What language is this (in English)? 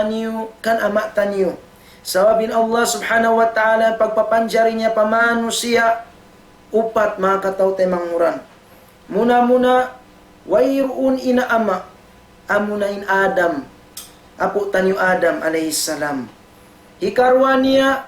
Tausug